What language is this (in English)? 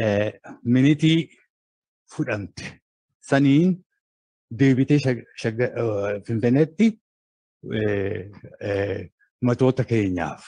Oromo